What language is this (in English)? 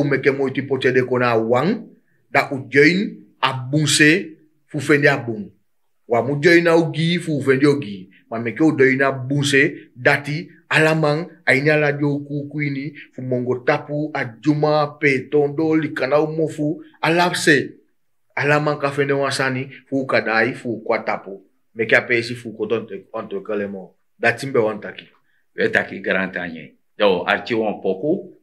Sranan Tongo